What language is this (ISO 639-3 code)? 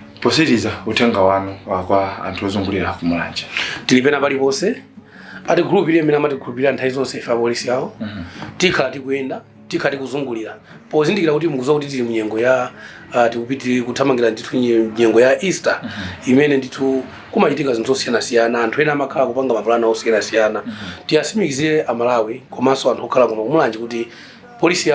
nya